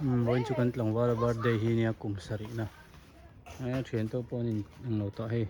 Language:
Hmar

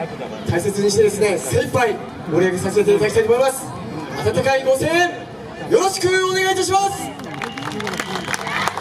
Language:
Japanese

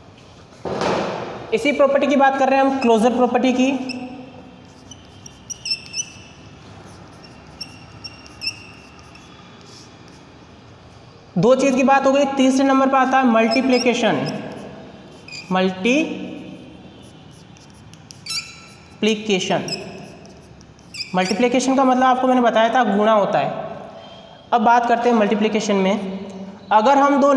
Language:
Hindi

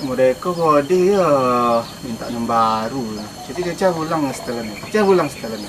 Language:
Minangkabau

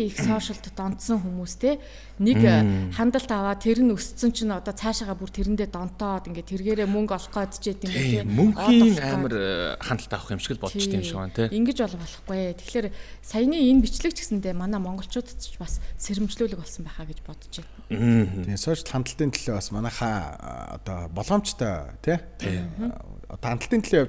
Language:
Mongolian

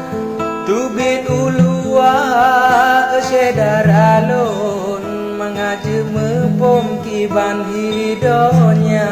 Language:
Achinese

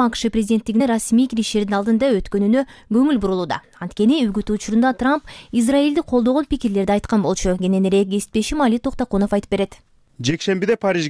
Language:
Kyrgyz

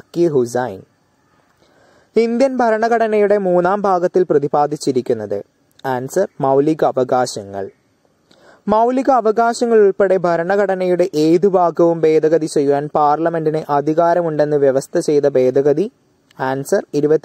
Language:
Malayalam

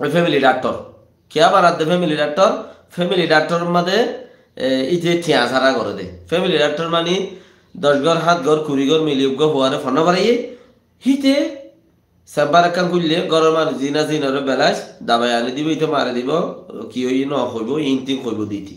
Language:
Rohingya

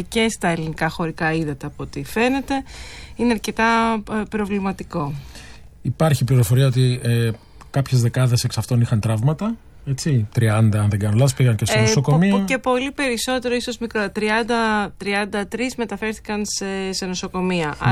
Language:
Greek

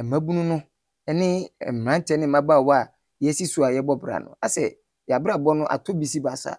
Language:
Akan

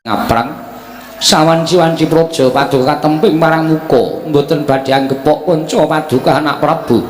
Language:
Javanese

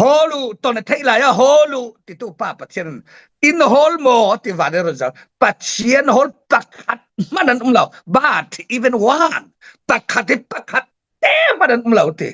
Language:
Falam Chin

